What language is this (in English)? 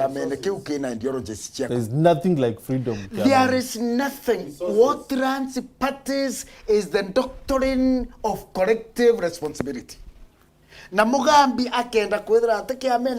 Meru